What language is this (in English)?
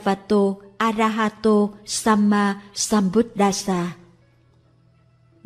Vietnamese